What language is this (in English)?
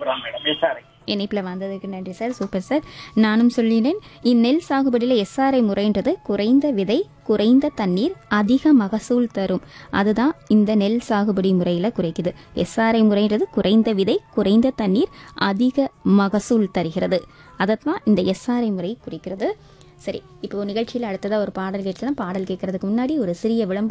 Tamil